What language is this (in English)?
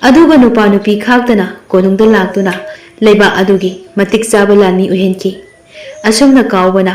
Manipuri